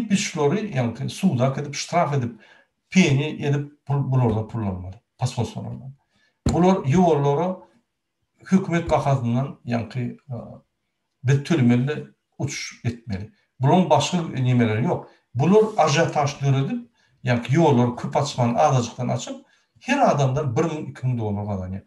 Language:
Turkmen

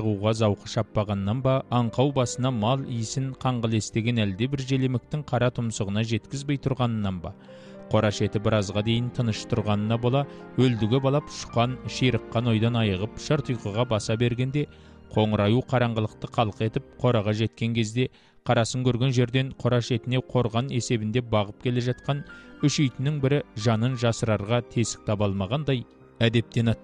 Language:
Kazakh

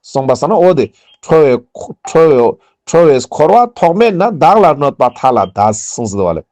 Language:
Ladakhi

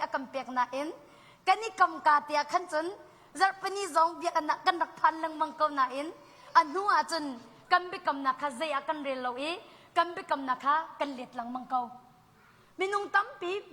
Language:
Hakha Chin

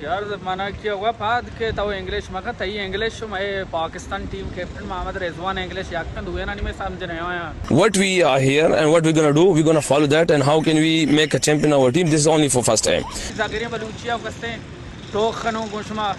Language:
Baluchi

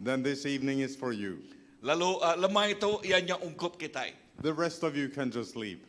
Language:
Iban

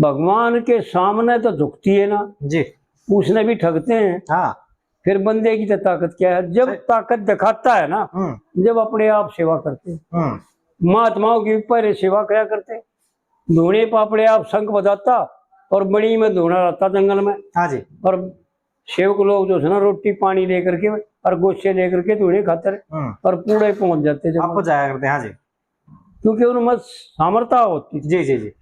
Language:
Haryanvi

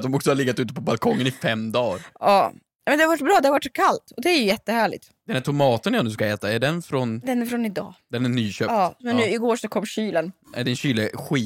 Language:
Swedish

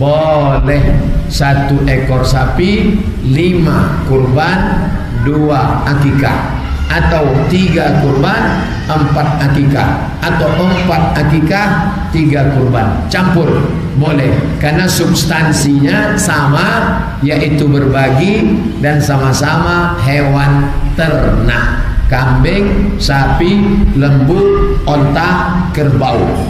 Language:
Indonesian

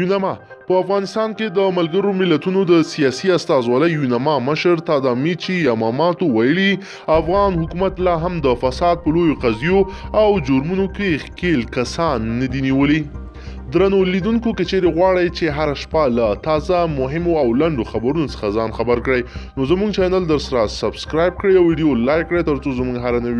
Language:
Pashto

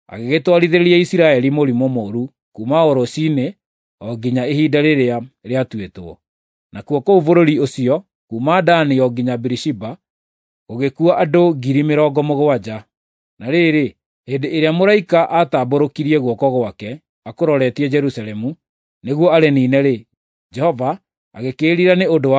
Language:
Kikuyu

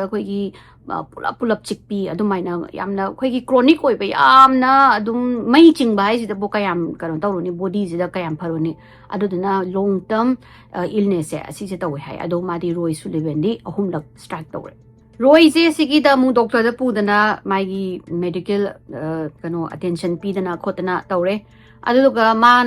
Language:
Manipuri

